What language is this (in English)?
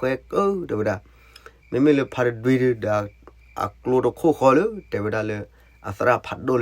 S'gaw Karen